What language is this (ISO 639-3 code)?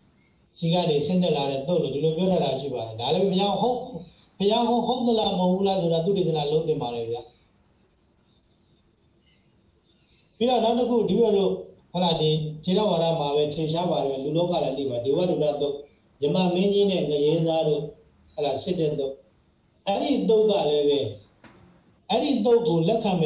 mya